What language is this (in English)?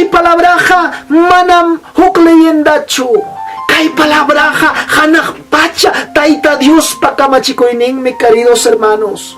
Ayacucho Quechua